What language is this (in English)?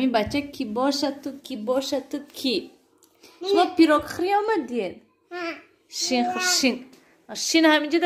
Tajik